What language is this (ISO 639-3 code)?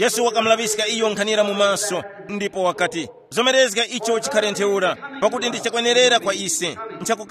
tum